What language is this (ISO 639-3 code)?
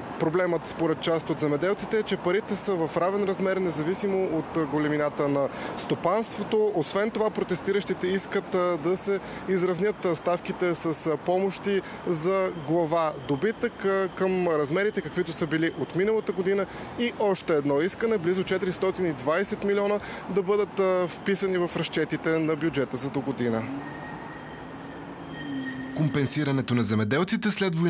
bul